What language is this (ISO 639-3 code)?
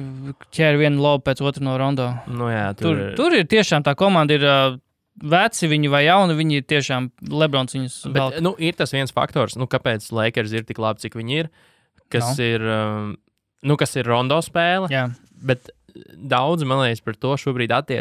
lav